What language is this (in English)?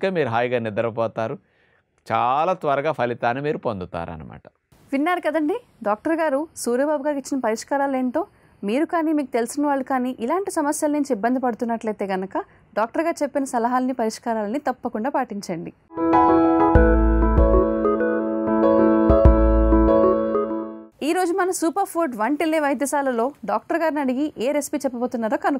Telugu